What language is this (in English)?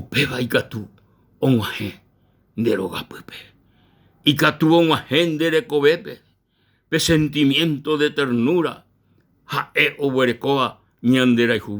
Guarani